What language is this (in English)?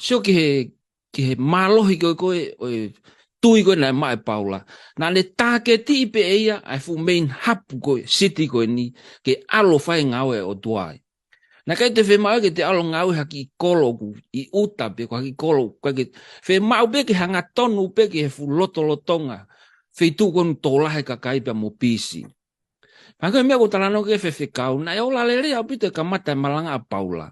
Tongan